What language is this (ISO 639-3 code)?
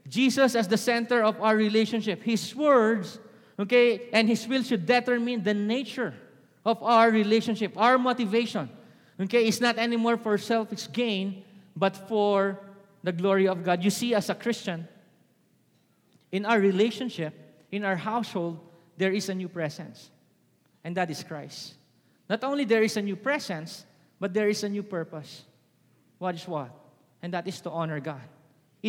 fil